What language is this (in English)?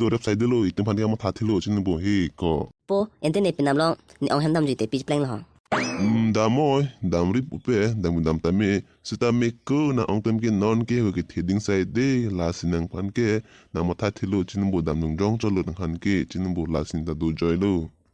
Karbi